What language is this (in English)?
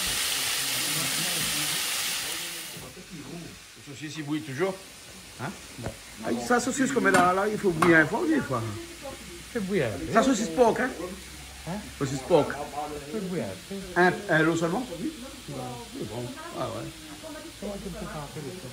Réunion Creole French